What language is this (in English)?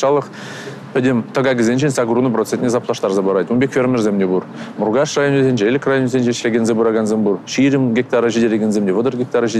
Chuvash